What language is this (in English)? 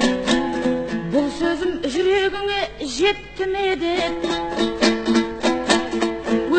Kazakh